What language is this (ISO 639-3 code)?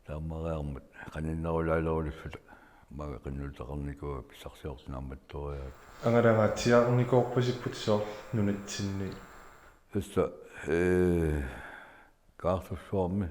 kal